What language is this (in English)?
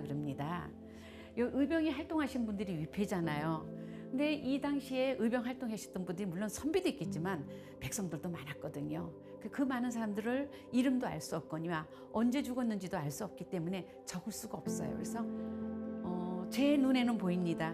Korean